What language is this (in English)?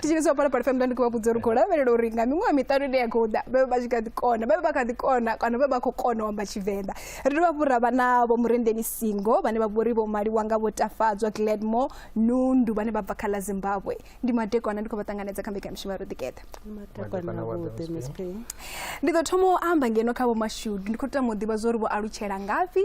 Venda